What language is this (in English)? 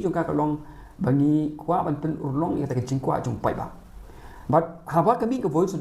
Khasi